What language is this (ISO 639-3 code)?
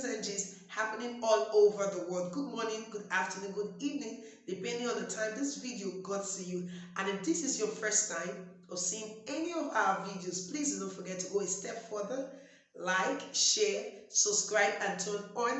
pcm